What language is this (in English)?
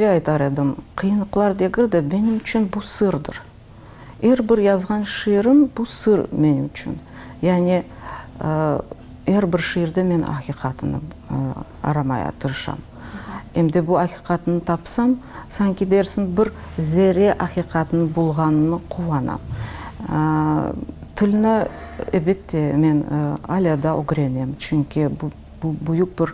Crimean Tatar